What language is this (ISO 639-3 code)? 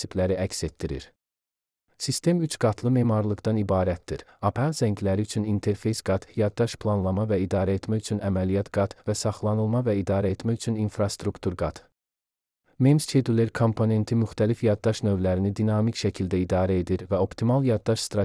aze